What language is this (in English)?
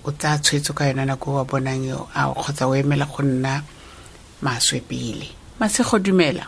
Tswana